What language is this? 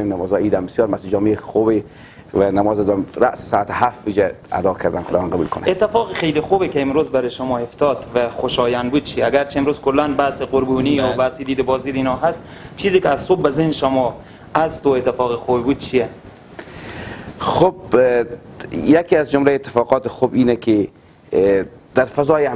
Persian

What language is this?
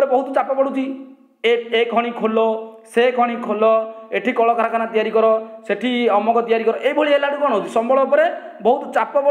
Odia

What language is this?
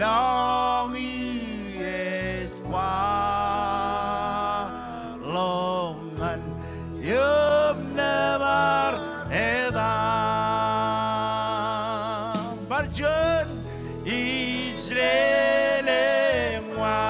Marshallese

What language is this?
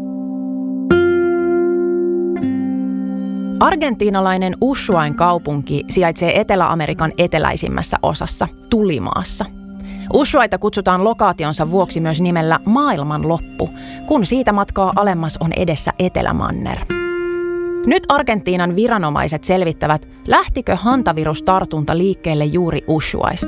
Finnish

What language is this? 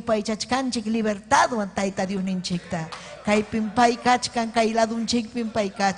Ayacucho Quechua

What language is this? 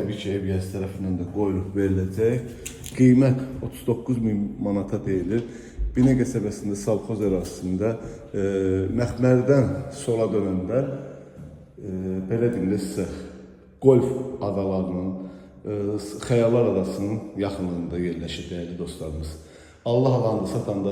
Azerbaijani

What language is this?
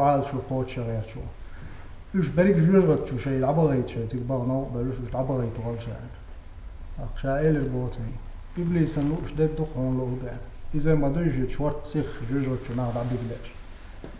Chechen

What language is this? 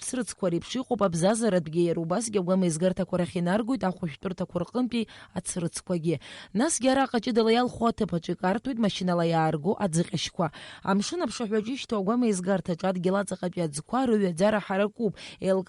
Abkhazian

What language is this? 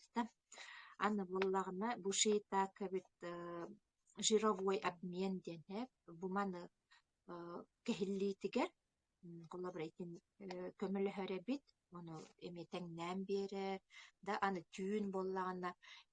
Yakut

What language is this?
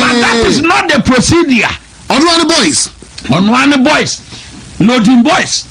Akan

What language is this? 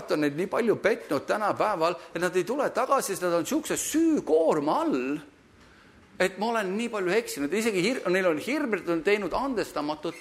Estonian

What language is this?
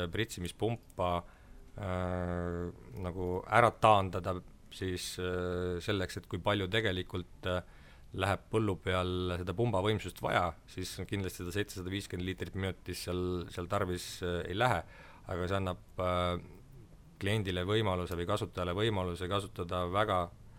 Estonian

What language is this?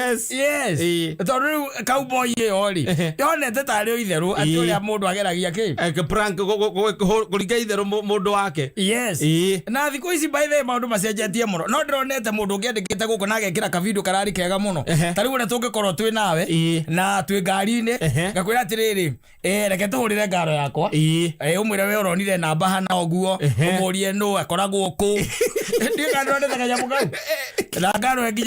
Kikuyu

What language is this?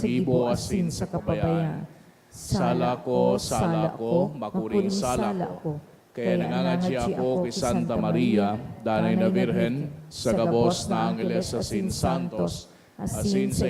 Bikol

